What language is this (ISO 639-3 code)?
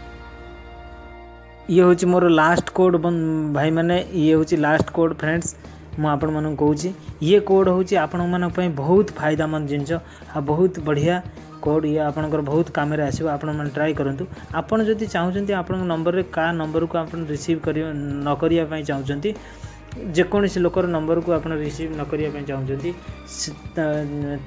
ori